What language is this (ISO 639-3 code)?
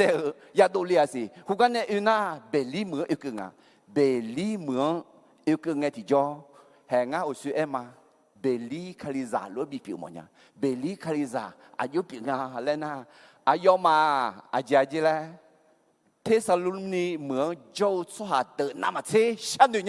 ahk